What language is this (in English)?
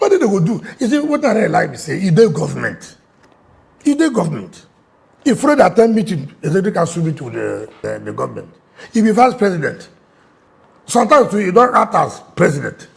Nigerian Pidgin